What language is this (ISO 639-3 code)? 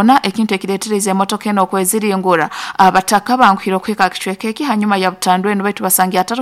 nyo